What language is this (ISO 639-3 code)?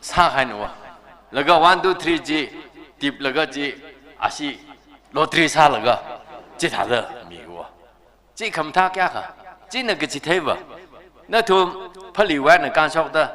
nmf